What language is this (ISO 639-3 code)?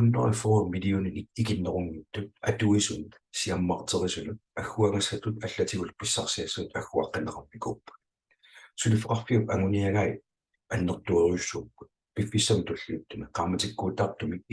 kal